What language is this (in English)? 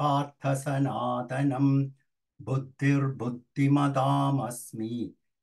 Sanskrit